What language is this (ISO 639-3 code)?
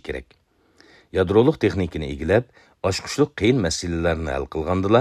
uig